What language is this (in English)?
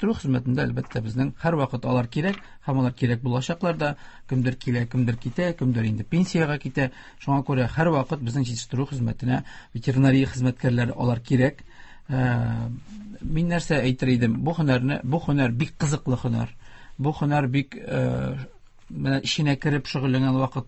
Tatar